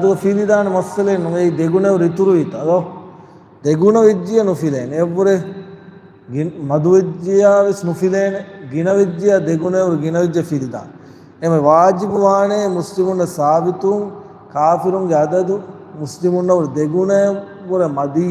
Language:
Divehi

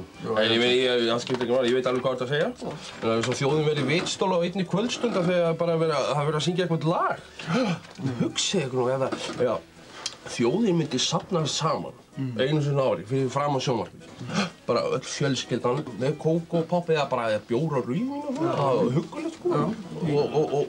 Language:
Icelandic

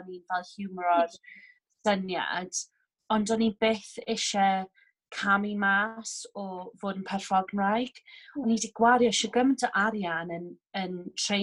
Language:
Welsh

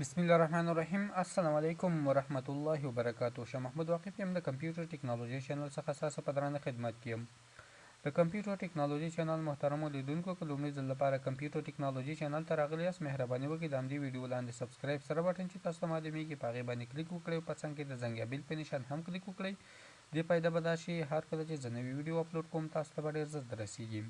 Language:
Pashto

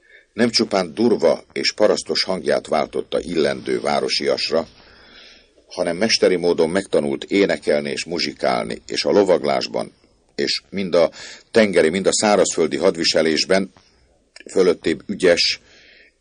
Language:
Hungarian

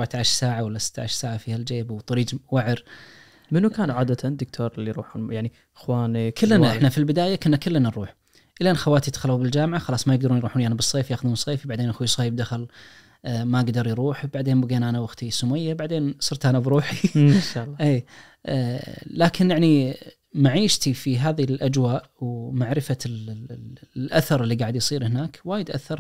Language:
Najdi Arabic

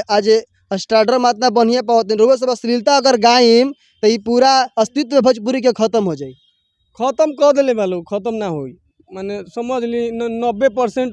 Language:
Bhojpuri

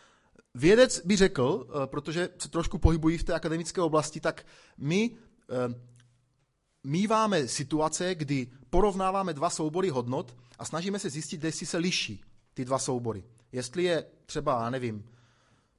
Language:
Czech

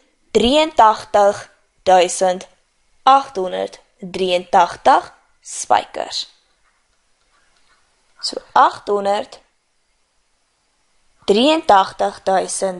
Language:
Afrikaans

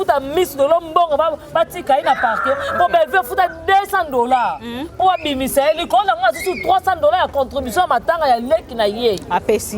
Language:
Lingala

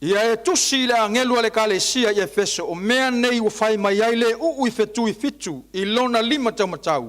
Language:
Samoan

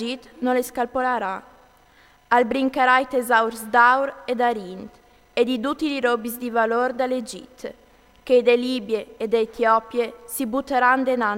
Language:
Friulian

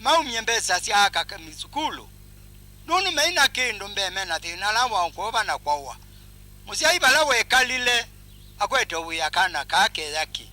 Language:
Kamba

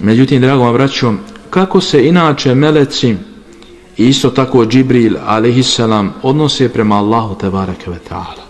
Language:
Bosnian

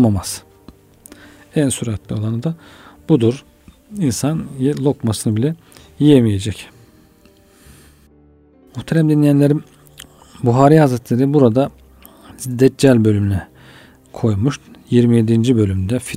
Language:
Turkish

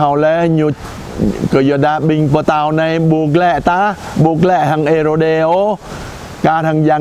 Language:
Jarai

